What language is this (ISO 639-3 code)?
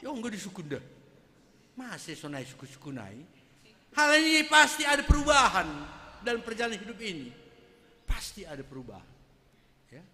bts